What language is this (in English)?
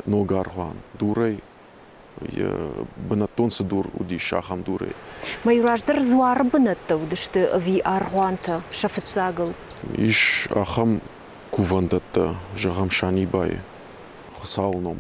Ossetic